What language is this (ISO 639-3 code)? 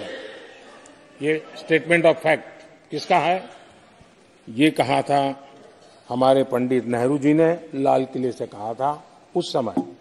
hin